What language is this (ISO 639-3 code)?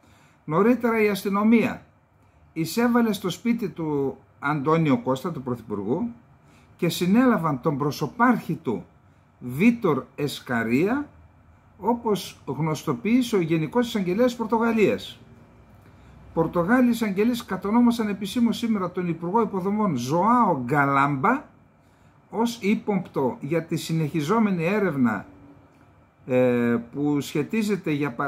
ell